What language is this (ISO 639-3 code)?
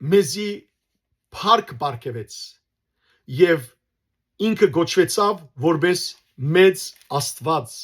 hyw